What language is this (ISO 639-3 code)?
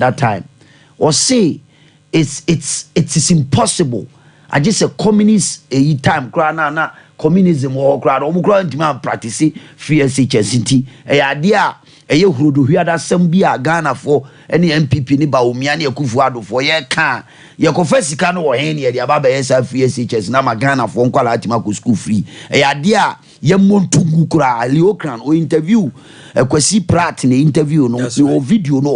aka